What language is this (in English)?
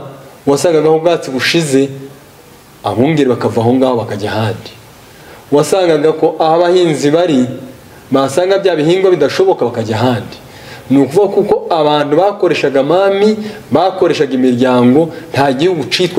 Kinyarwanda